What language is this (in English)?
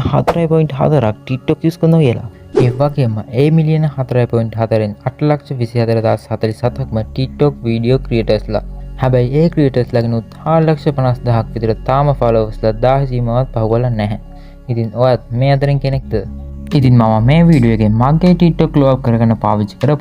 Sinhala